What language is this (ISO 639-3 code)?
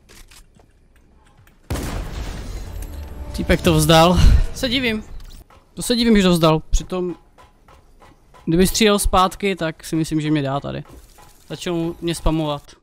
ces